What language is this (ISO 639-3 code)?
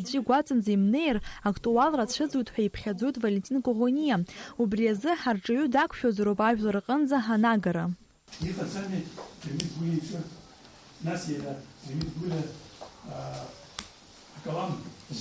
abk